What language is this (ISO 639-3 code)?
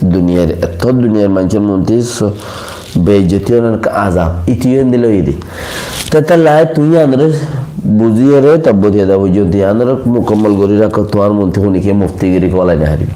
rhg